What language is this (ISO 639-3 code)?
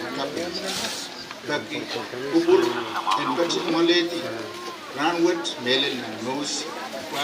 pon